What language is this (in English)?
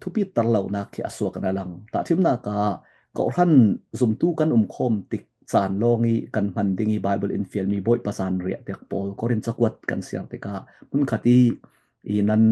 Falam Chin